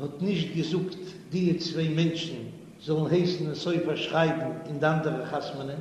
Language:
Yiddish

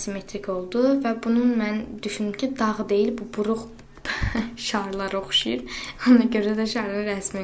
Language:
Azerbaijani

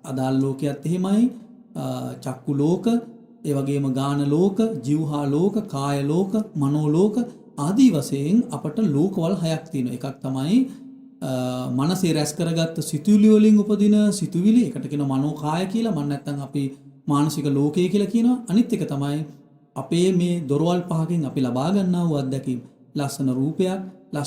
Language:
Sinhala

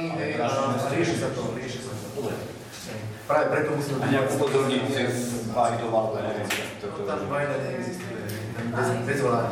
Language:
Slovak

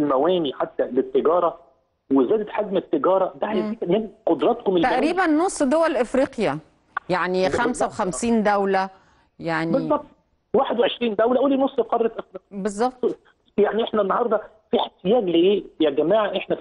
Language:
Egyptian Arabic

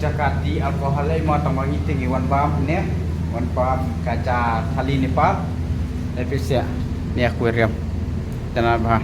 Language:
Khasi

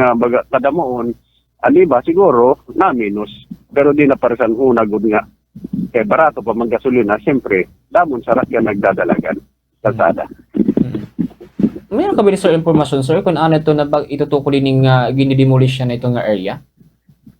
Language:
Waray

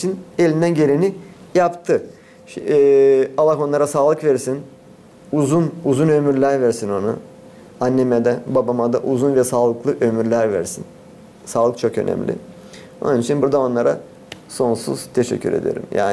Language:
Gagauz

